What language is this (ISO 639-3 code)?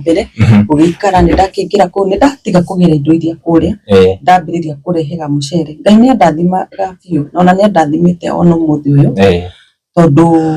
kik